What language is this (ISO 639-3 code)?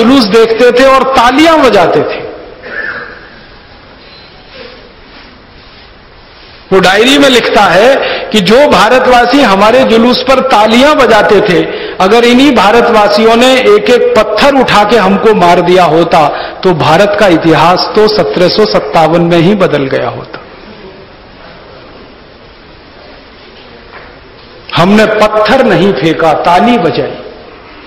hin